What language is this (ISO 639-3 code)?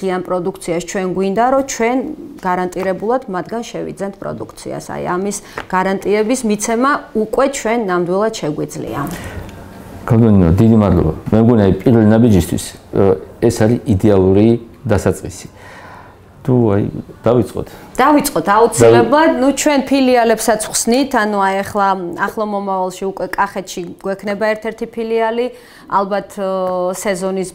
kat